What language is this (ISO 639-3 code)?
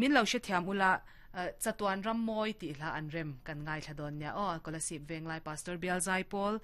lus